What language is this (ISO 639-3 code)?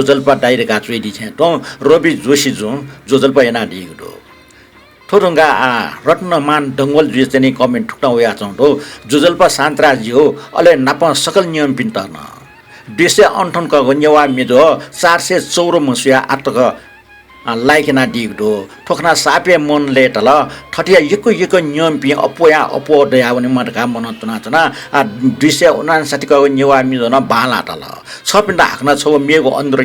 new